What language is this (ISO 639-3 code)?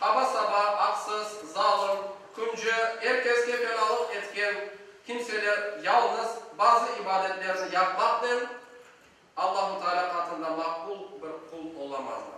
crh